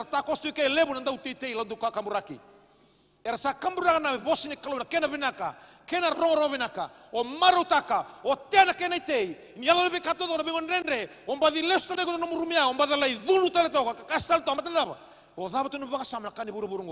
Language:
Fijian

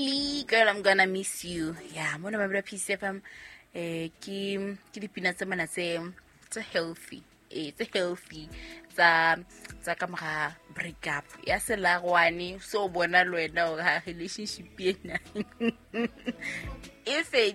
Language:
Southern Sotho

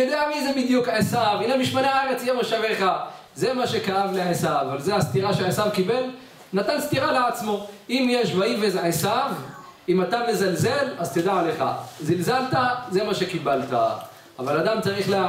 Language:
Hebrew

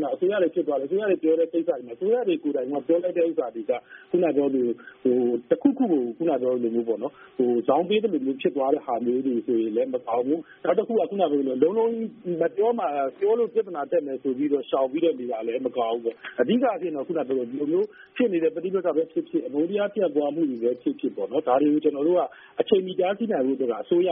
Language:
Burmese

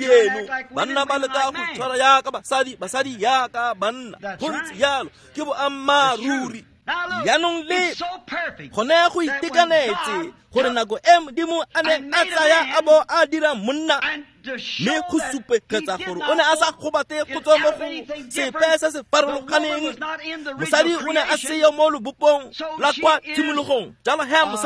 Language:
Tswana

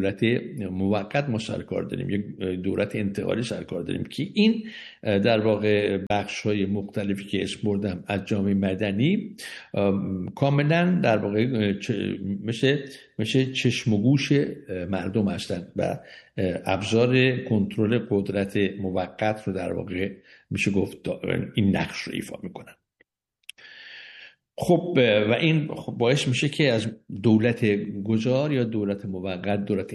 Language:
Persian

